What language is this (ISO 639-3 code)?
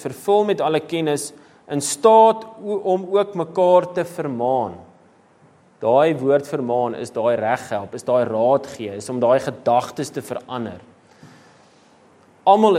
afr